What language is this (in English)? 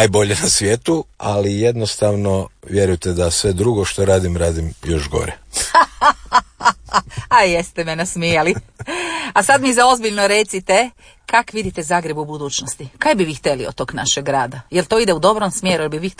Croatian